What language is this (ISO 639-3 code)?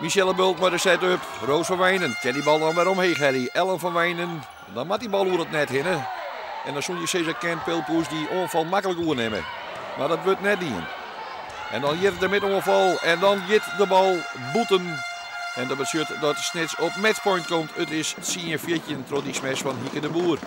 fry